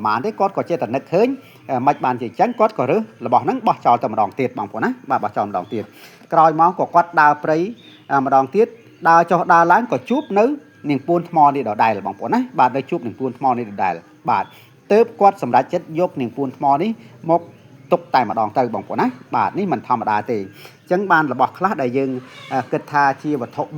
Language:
Khmer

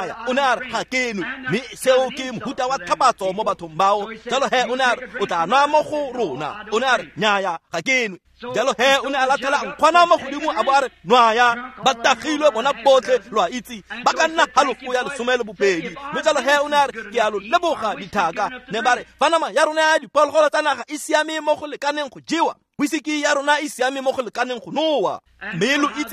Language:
Tswana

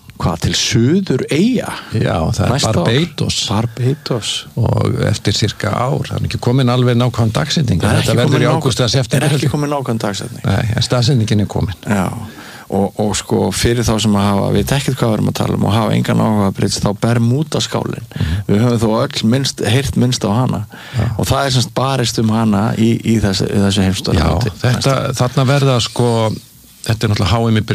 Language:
Icelandic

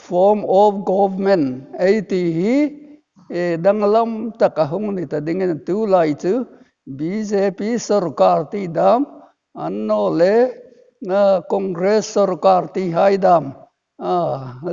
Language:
Hmar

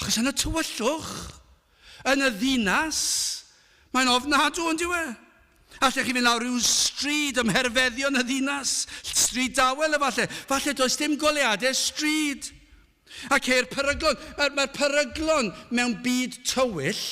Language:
Welsh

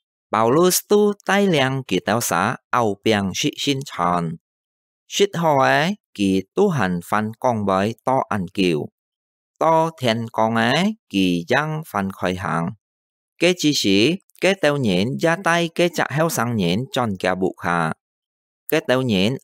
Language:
Hakka Chinese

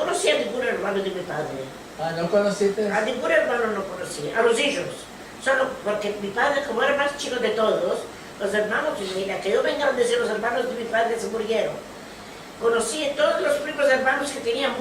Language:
Ladino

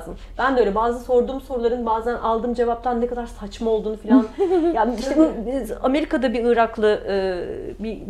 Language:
Turkish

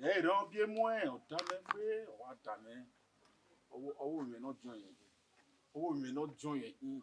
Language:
Bini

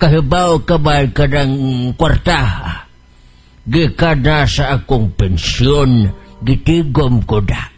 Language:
Cebuano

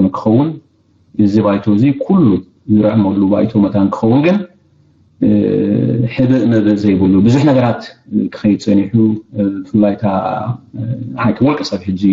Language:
Tigrinya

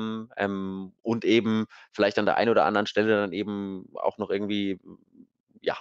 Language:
German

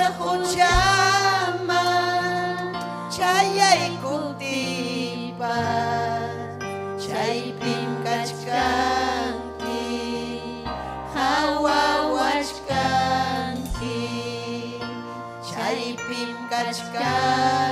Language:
Ayacucho Quechua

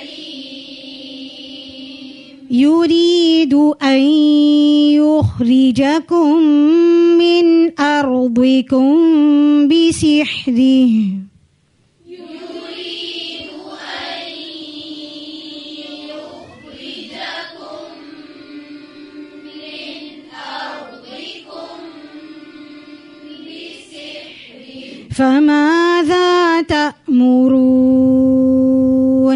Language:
Arabic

